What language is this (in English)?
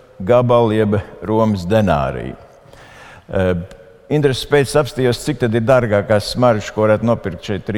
Latvian